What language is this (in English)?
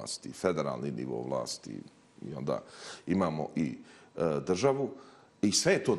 Bosnian